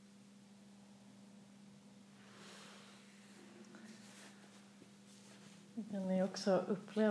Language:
Swedish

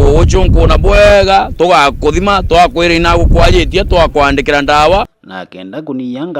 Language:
Meru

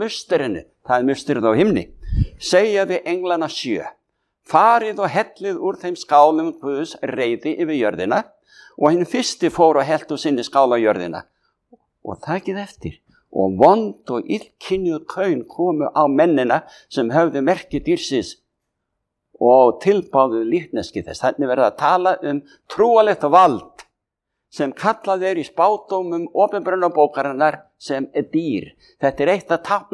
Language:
Icelandic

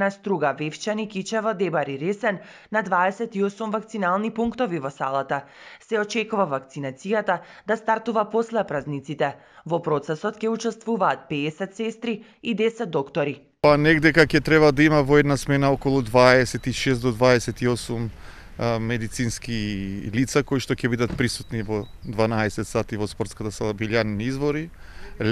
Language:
Macedonian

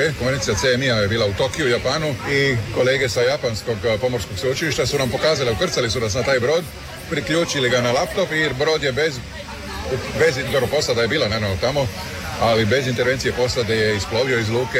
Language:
Croatian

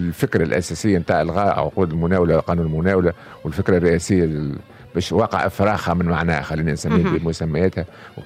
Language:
Tunisian Arabic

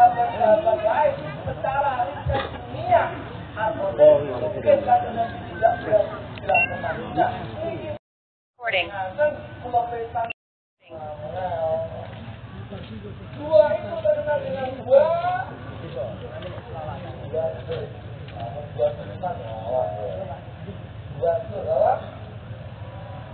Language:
Indonesian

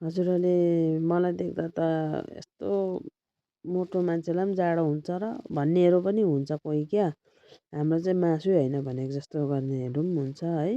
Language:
Nepali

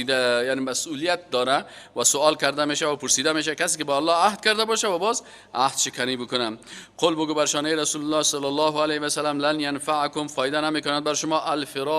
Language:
Persian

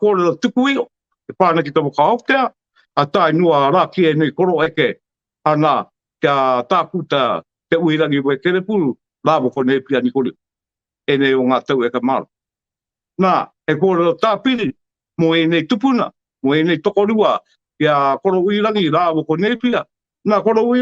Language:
Māori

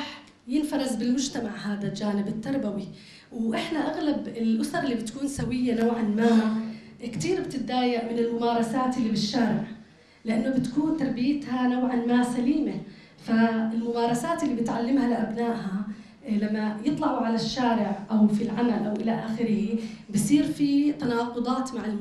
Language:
North Levantine Arabic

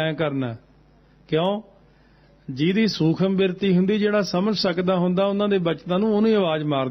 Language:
Punjabi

